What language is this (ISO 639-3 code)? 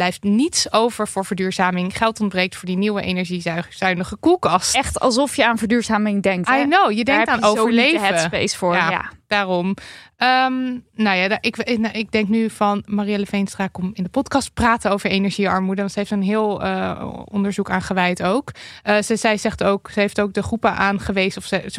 nld